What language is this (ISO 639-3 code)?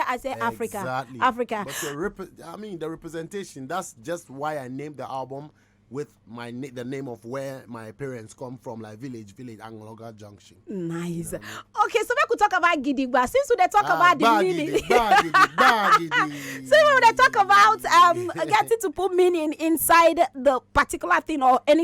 pcm